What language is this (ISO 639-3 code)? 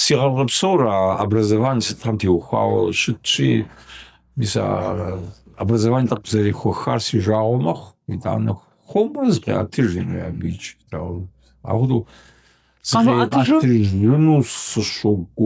kbd